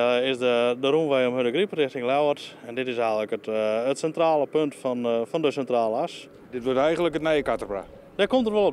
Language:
Western Frisian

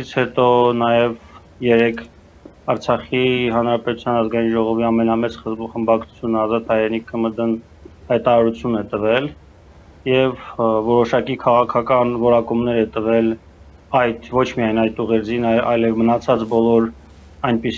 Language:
Armenian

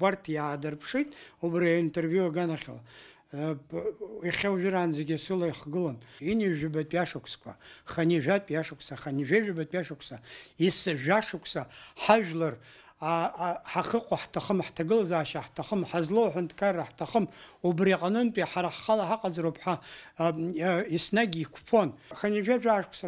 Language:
Abkhazian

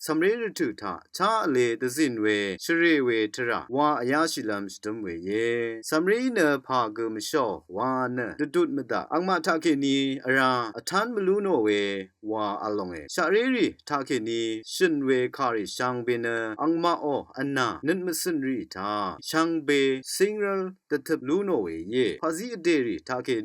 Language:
Rawang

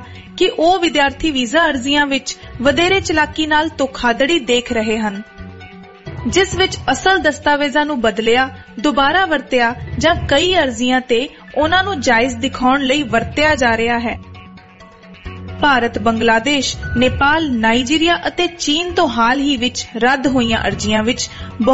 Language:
Punjabi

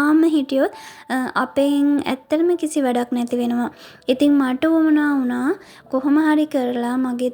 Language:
Sinhala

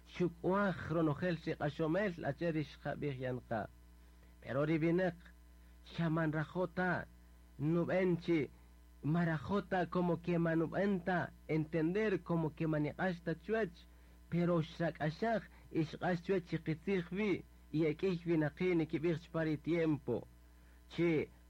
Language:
Kaqchikel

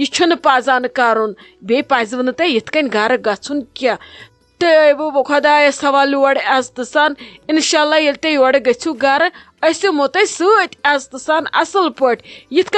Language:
Kashmiri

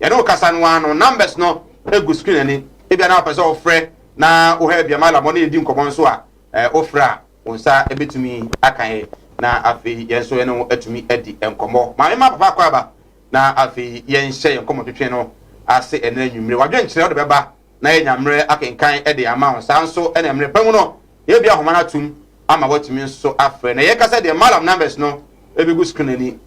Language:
Akan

